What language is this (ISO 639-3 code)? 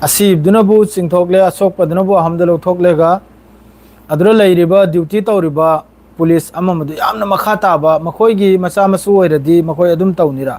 mni